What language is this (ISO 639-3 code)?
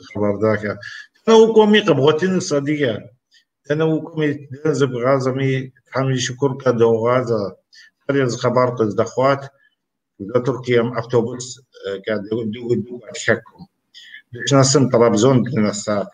kbd